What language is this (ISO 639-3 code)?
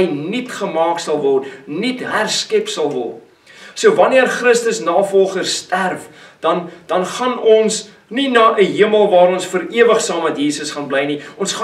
afr